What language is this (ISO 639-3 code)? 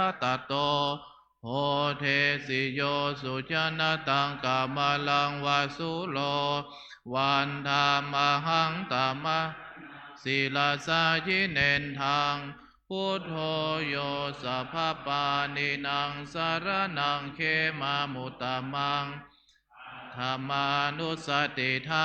pli